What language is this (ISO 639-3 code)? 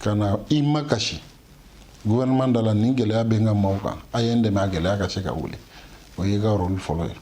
bam